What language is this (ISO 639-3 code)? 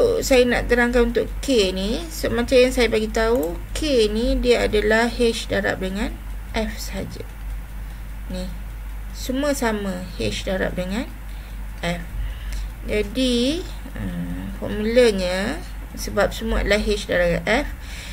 msa